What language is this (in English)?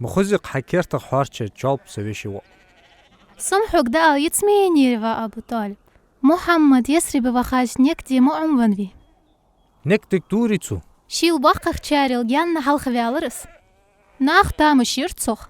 Ingush